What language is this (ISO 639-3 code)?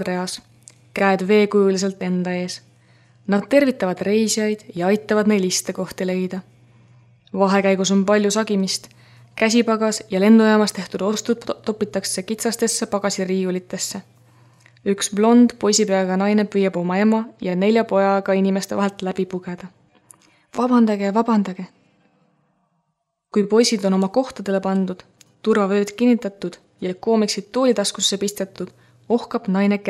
est